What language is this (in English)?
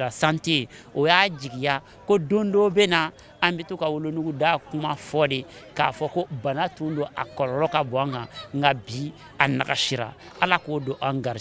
Bambara